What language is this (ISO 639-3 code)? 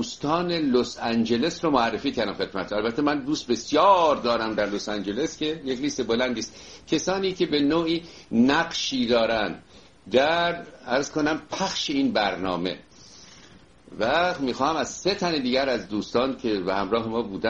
fas